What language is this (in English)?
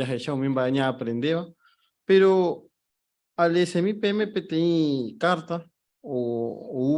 Guarani